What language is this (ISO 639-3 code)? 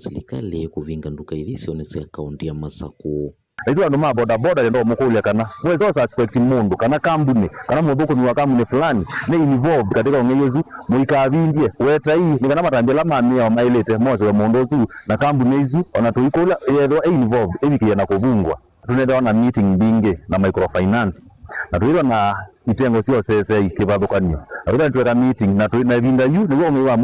kam